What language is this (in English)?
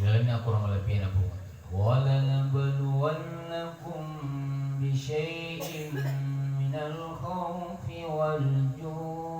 Buginese